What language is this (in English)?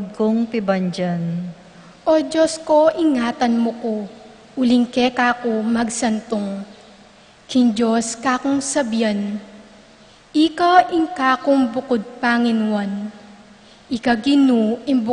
Pampanga